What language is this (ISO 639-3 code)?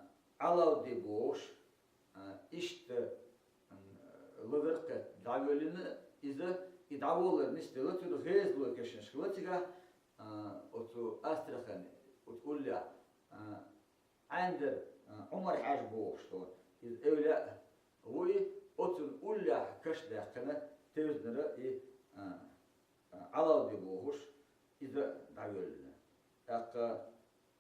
che